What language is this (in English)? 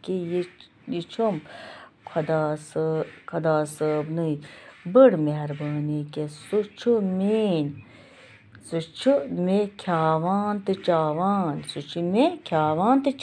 Kashmiri